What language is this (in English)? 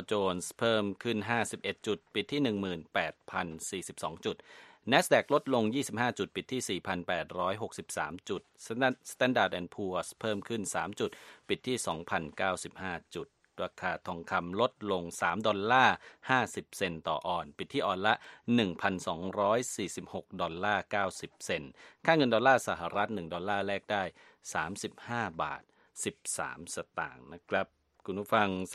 Thai